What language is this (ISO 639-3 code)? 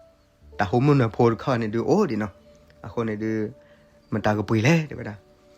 ksw